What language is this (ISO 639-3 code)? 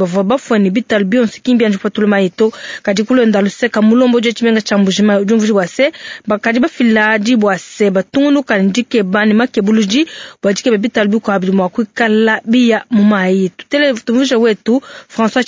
lua